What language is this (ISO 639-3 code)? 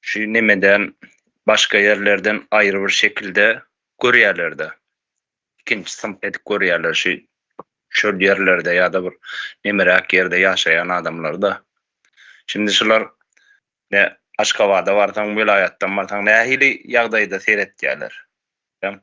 tuk